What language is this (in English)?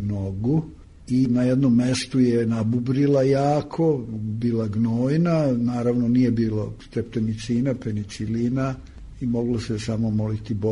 Serbian